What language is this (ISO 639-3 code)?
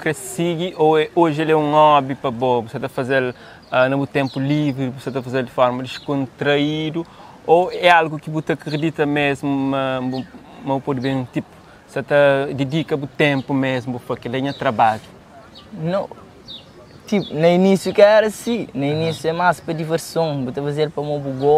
kea